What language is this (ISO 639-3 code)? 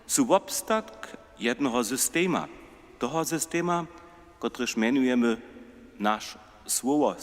hsb